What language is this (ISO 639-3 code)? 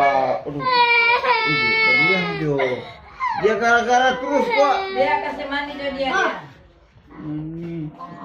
xmm